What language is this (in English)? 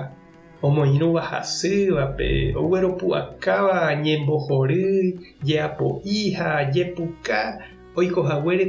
Guarani